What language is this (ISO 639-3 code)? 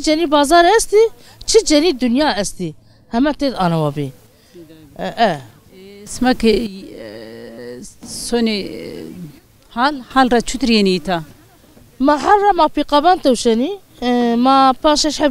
zza